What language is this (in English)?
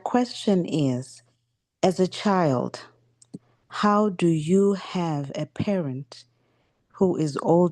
English